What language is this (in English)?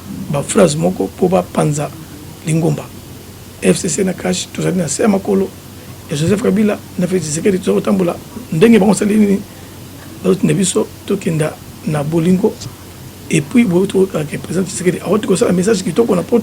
Lingala